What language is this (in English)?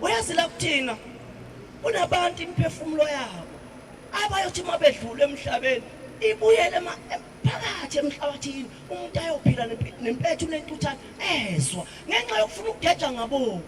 Zulu